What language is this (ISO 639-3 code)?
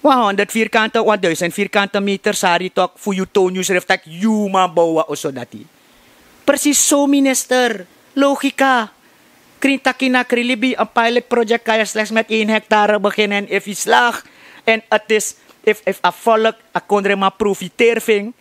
srn